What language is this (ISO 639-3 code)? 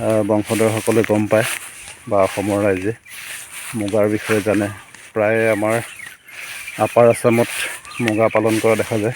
asm